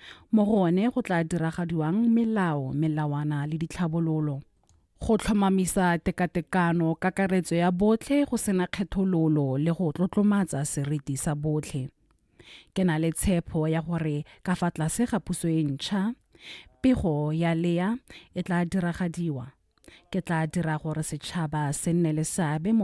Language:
Tswana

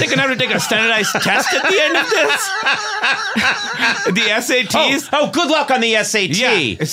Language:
English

